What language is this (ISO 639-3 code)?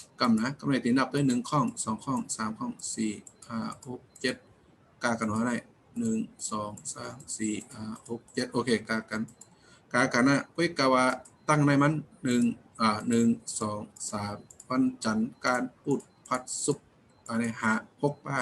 shn